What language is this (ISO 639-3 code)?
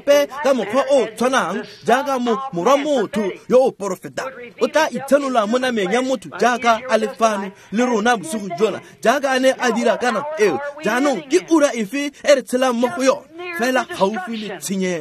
tsn